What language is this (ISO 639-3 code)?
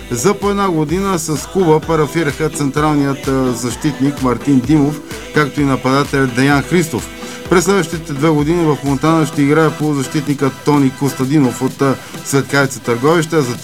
bul